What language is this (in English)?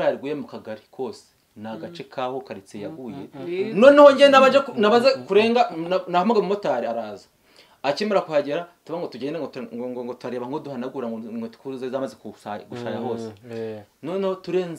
Kinyarwanda